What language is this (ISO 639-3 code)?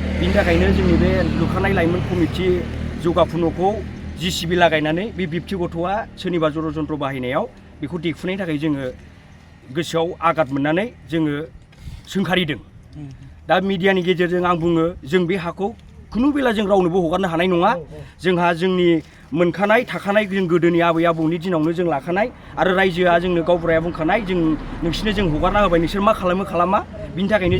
brx